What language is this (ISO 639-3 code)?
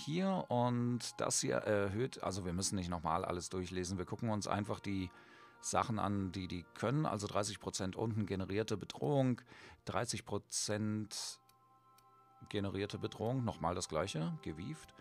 deu